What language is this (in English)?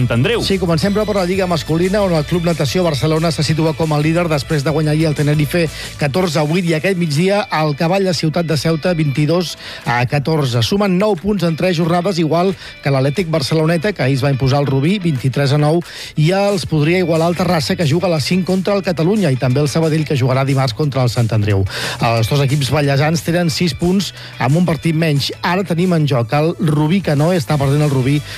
Catalan